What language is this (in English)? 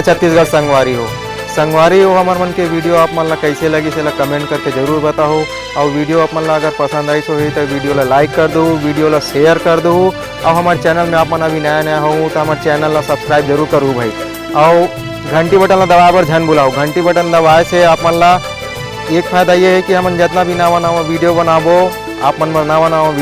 Chhattisgarhi